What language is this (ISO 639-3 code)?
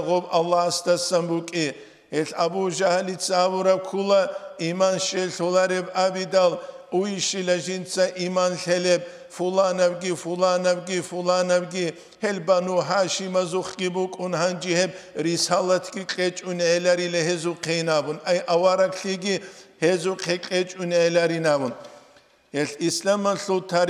ava